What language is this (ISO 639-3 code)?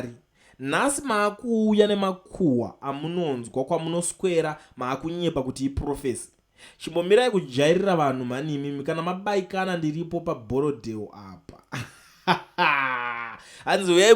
sna